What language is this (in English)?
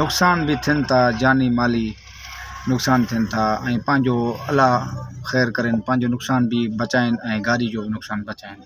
Sindhi